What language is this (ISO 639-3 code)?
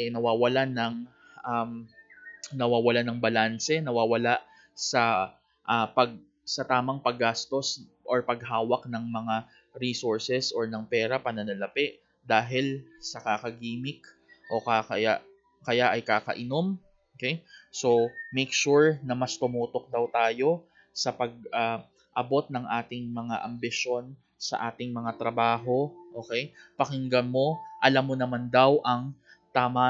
fil